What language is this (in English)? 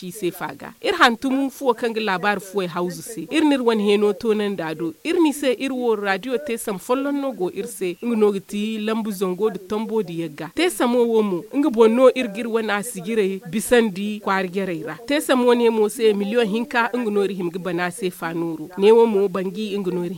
Zarma